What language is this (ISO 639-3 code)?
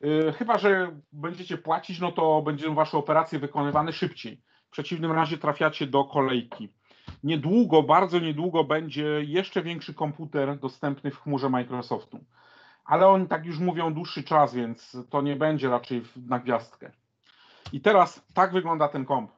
pol